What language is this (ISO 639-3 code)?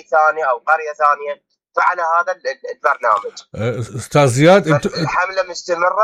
acm